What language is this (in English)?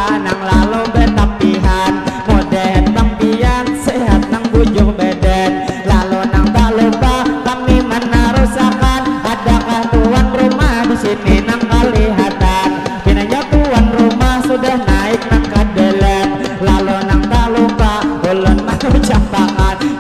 Banjar